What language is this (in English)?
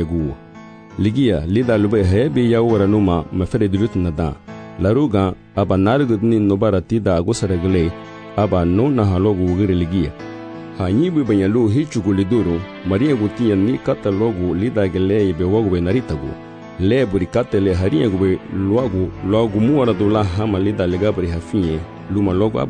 Garifuna